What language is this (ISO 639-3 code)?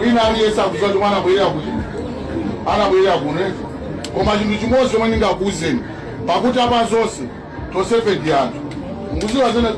nya